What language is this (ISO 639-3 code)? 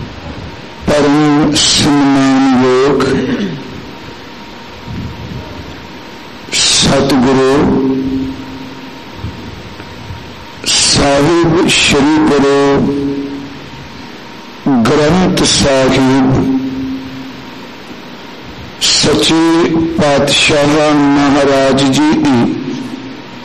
pan